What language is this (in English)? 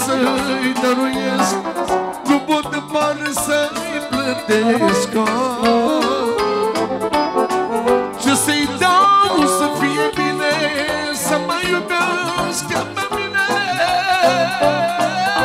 Romanian